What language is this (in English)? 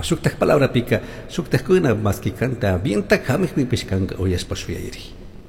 Chimborazo Highland Quichua